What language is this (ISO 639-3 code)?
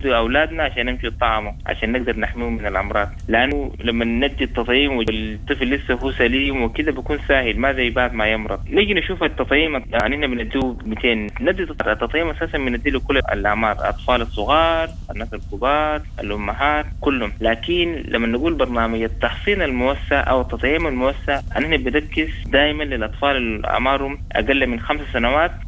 apd